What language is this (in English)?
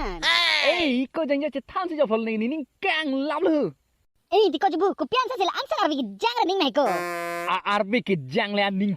Karbi